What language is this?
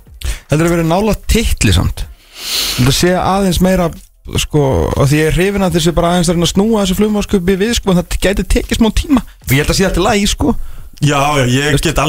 Icelandic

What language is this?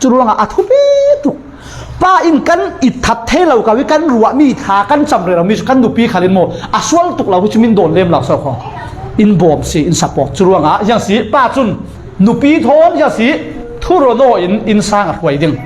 Falam Chin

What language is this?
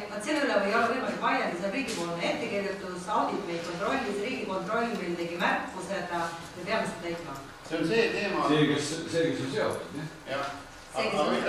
Estonian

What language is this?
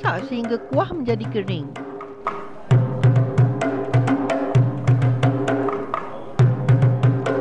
Malay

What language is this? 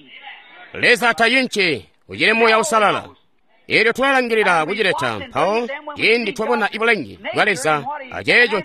Tonga (Zambia)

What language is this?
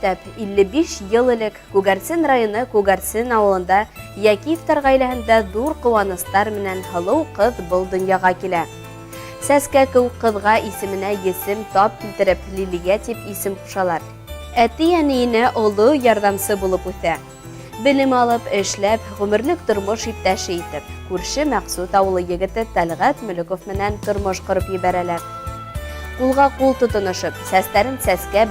Bashkir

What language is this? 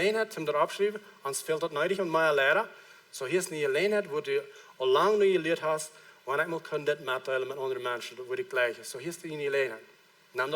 Plautdietsch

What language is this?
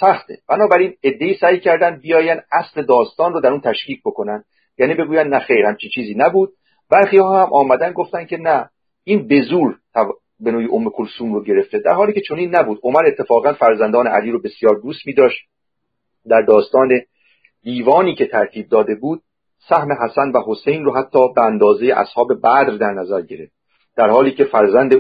Persian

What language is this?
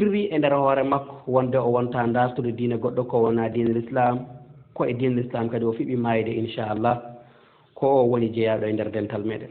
Fula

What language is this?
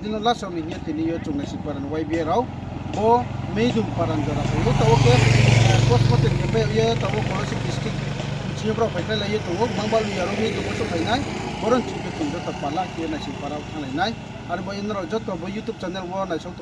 Riang (India)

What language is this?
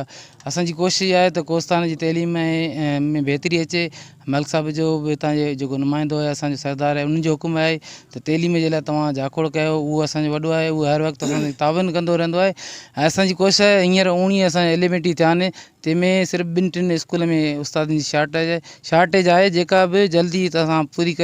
Sindhi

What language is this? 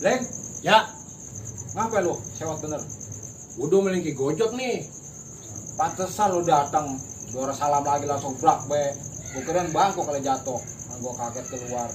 Betawi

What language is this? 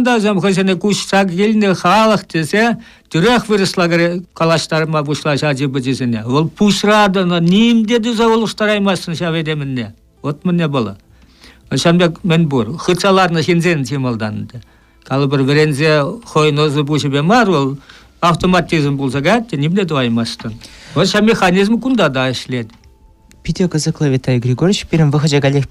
Chuvash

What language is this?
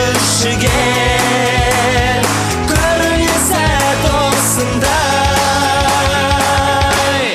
Kazakh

